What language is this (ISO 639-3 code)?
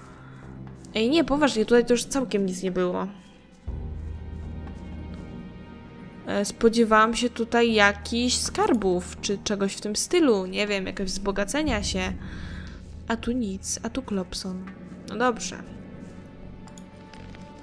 pol